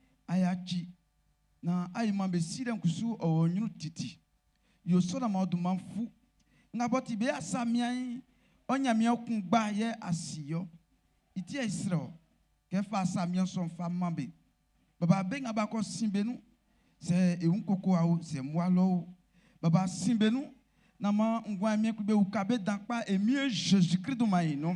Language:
Baoulé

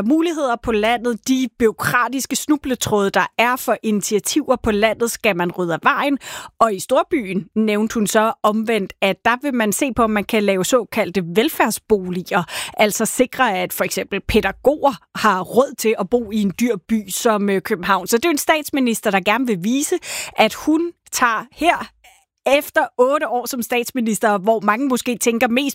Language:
Danish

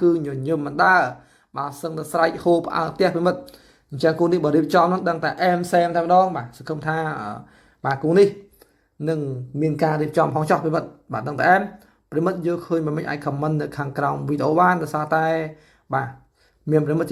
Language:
Khmer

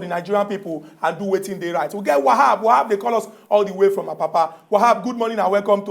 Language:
Nigerian Pidgin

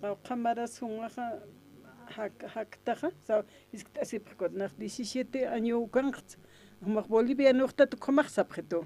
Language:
Aymara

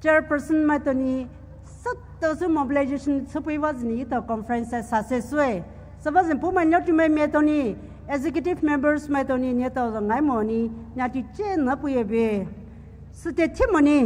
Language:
Poumei Naga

